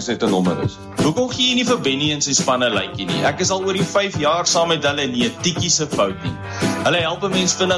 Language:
Afrikaans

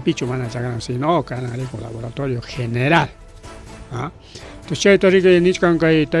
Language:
Ayacucho Quechua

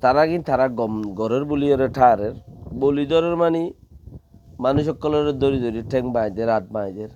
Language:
Rohingya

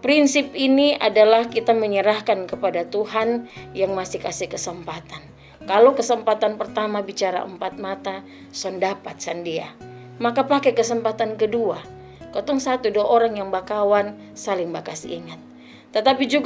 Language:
Kupang Malay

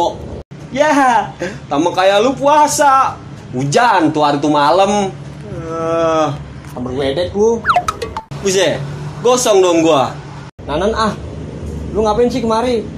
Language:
Betawi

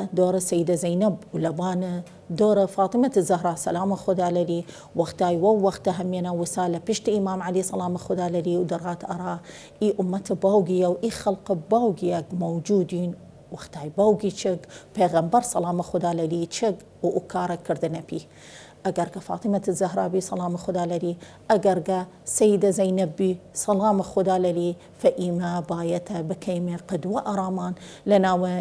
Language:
Southern Kurdish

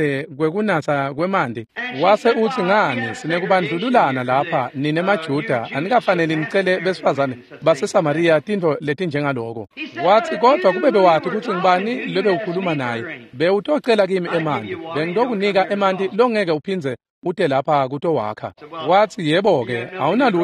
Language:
Swati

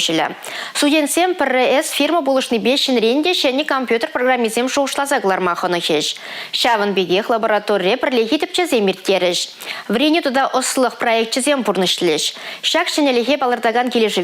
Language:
Chuvash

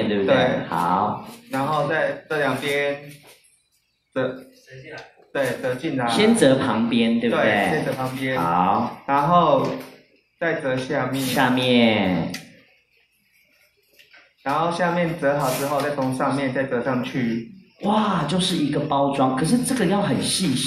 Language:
Chinese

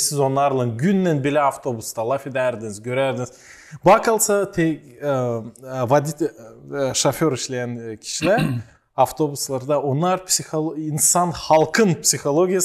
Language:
Gagauz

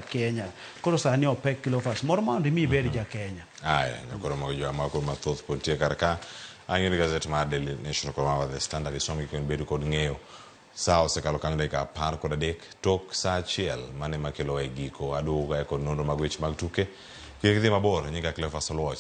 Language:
Luo (Kenya and Tanzania)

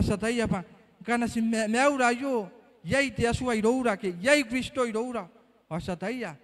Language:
Gilbertese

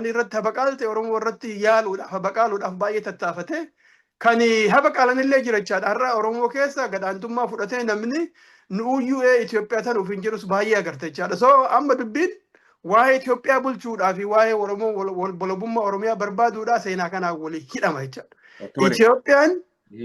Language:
Oromo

